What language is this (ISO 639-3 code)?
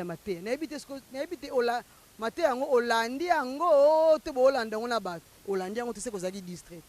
lin